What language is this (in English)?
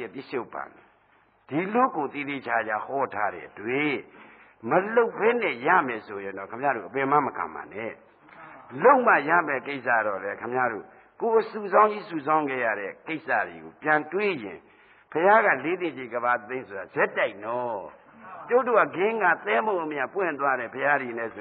Burmese